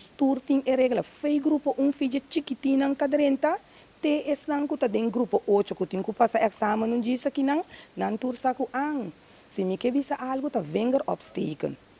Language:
Papiamento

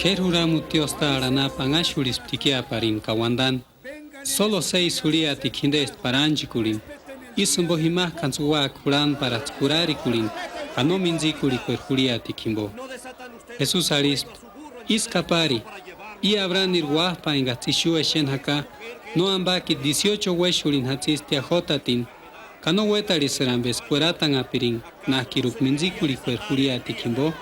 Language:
Purepecha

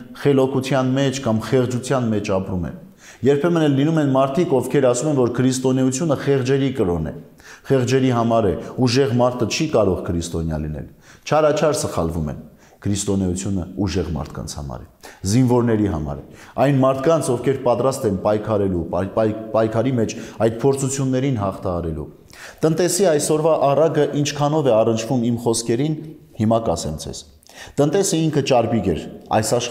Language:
Armenian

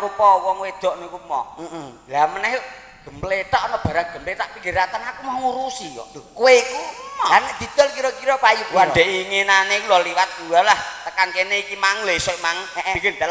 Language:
Javanese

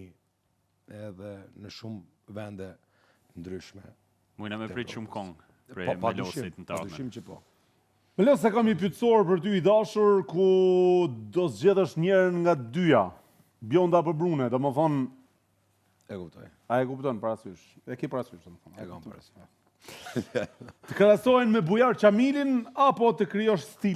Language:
Albanian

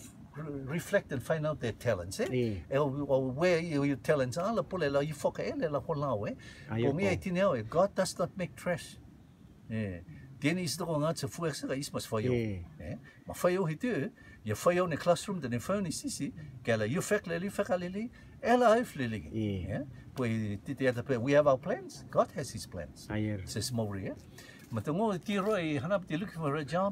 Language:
Rotuman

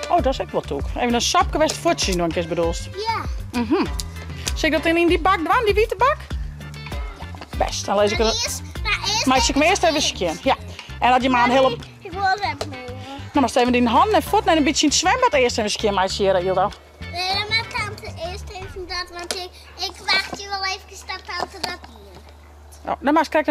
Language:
Western Frisian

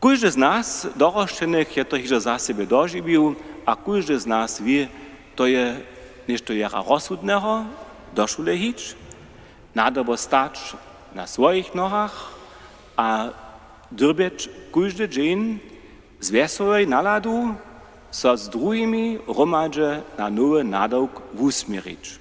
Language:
Upper Sorbian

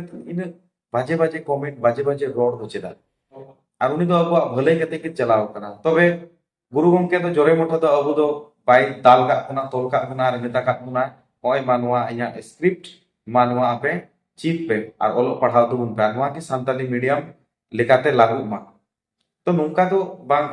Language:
Santali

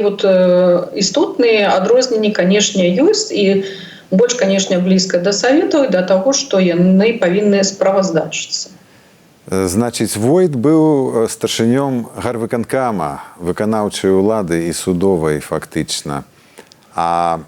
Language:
Belarusian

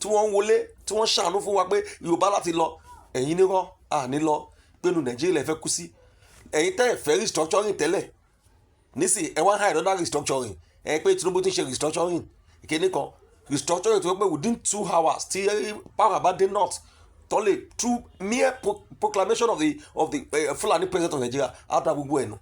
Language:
Yoruba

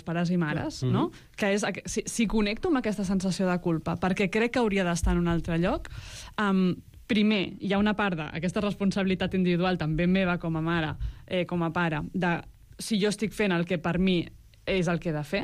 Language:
Catalan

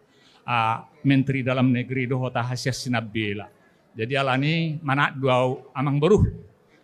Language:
Batak Toba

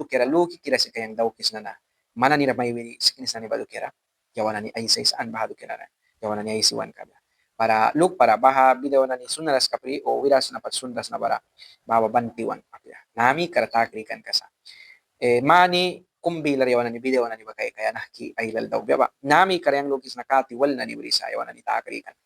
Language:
Mískito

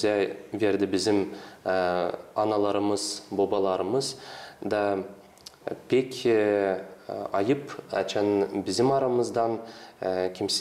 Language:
Gagauz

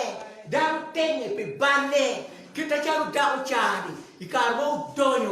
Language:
Acoli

